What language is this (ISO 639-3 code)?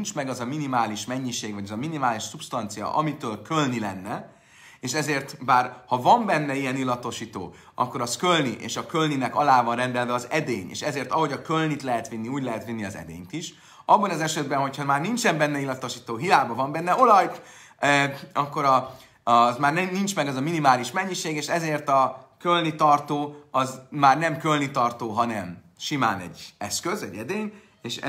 hun